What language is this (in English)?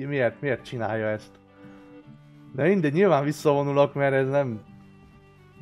Hungarian